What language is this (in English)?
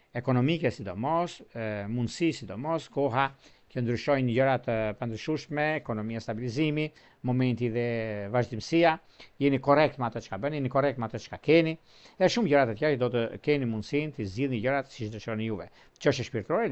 Albanian